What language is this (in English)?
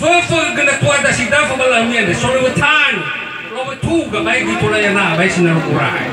Nias